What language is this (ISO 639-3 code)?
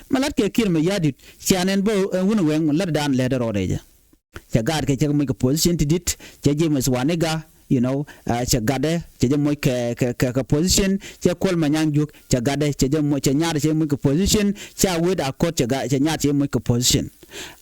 nus